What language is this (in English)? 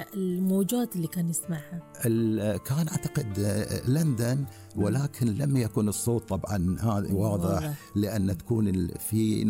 Gulf Arabic